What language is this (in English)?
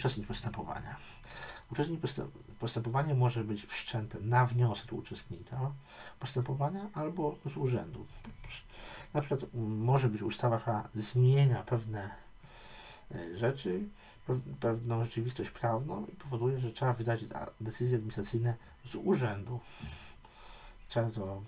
Polish